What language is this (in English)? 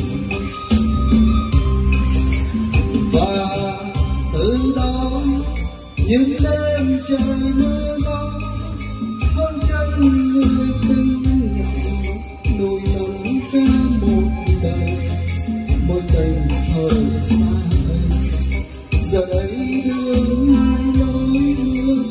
Vietnamese